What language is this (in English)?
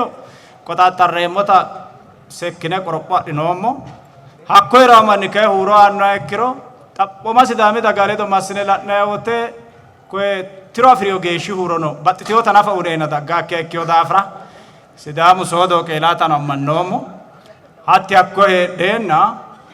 Sidamo